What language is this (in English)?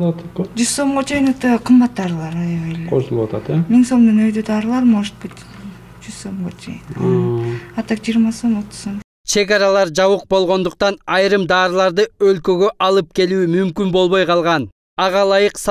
Kyrgyz